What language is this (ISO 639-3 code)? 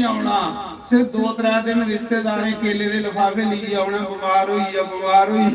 doi